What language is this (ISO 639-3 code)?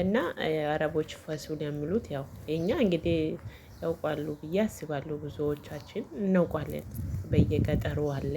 amh